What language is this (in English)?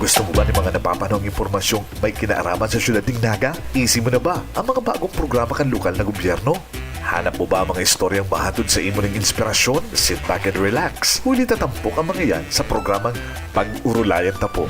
Bikol